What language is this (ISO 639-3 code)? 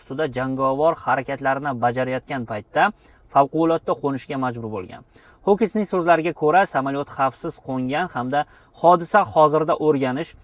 uzb